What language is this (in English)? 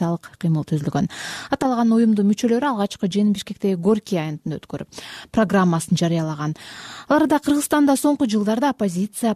Kyrgyz